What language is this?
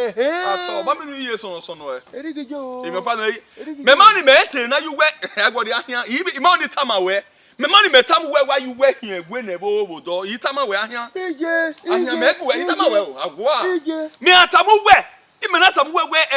Bini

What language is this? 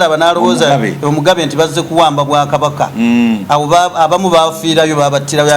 Ganda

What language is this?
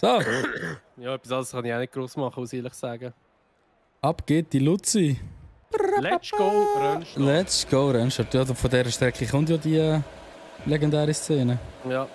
Swiss German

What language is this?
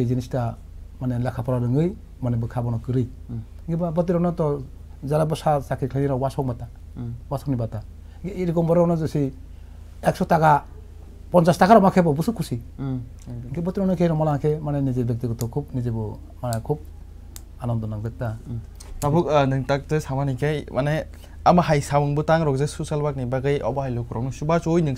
Kok Borok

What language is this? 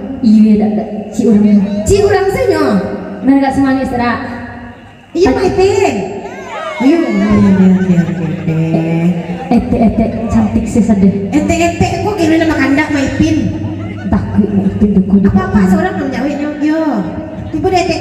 Minangkabau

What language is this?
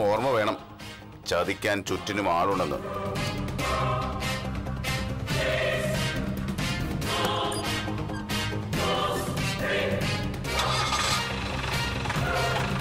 Malayalam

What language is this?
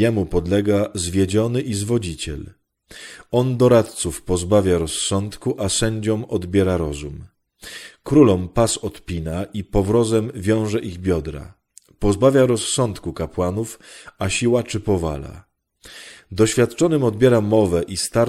Polish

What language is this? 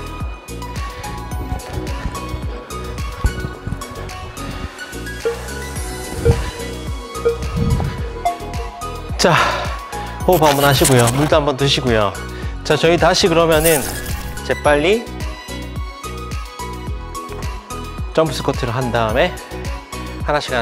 Korean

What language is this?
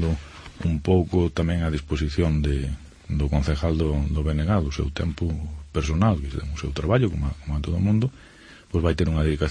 Galician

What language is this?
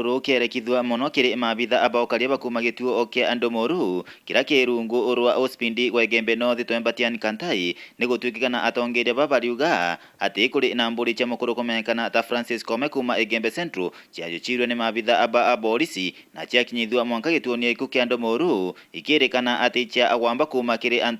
Meru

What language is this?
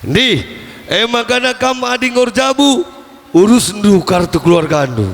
Batak Karo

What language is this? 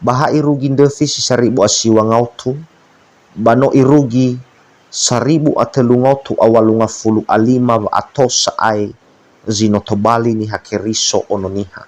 Nias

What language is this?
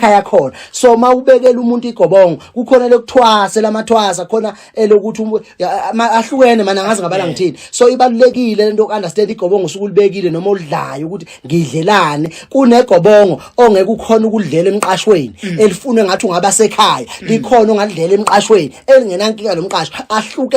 Zulu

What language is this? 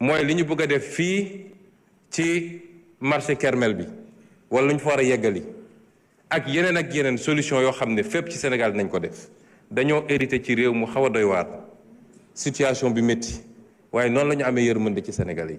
Wolof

